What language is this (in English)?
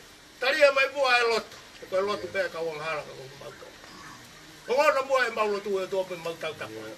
Tongan